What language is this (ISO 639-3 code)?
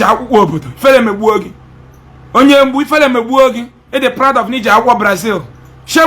ibo